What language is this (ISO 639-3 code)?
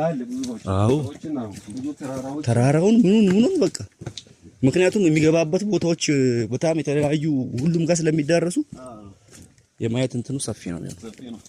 amh